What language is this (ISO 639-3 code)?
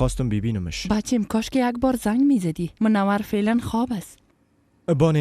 fas